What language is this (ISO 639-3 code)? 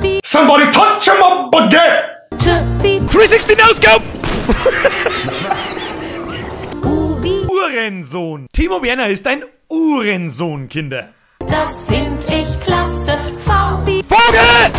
bar